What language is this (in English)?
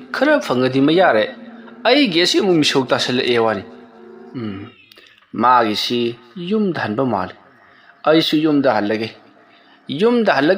Manipuri